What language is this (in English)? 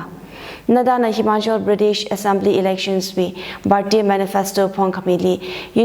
Tangkhul Naga (India)